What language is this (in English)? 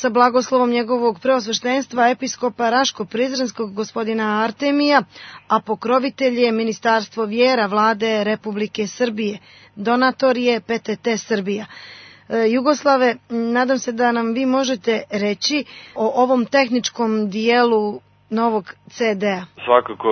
Serbian